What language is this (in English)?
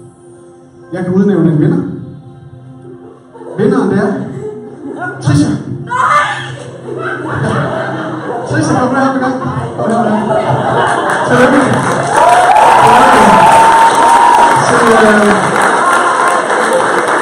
Danish